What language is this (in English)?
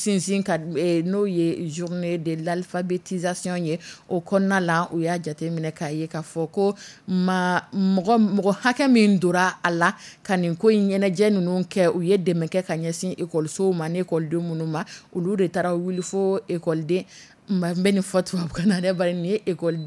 Dyula